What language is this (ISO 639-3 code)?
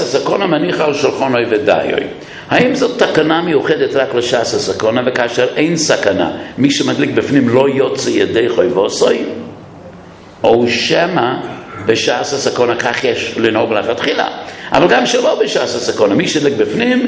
heb